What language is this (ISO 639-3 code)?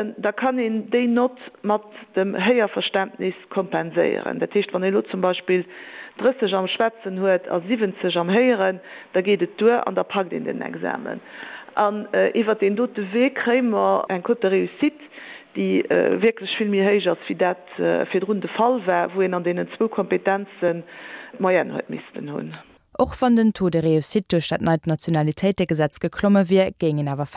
ltz